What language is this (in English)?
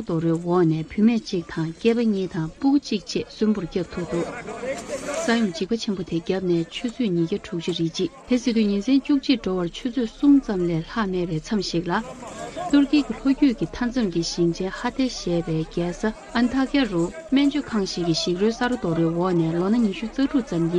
Tibetan